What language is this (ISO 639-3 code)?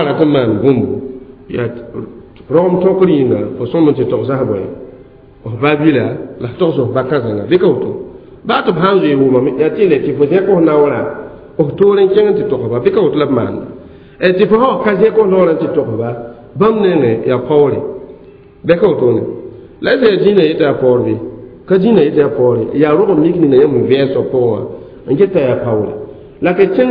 mos